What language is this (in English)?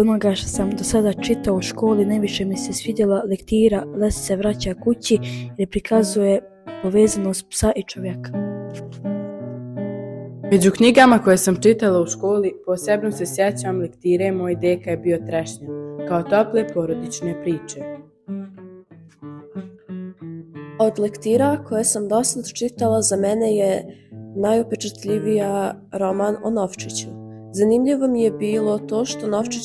Bosnian